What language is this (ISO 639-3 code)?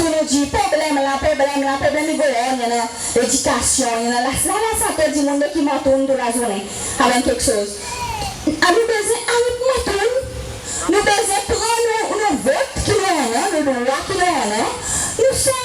crs